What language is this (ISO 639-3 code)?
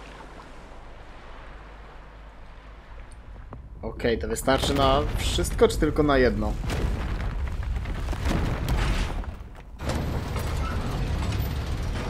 pol